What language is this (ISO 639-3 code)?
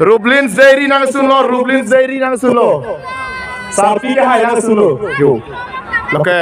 mjw